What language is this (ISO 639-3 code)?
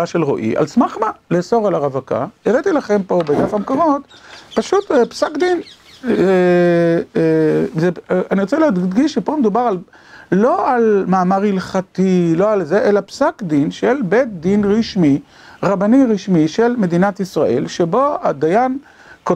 heb